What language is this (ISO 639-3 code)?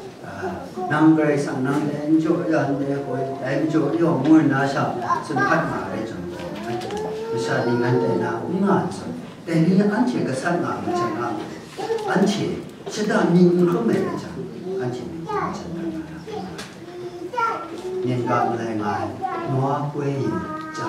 kac